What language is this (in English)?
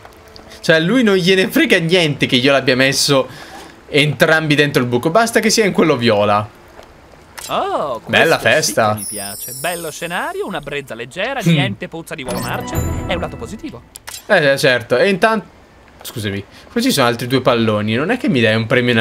Italian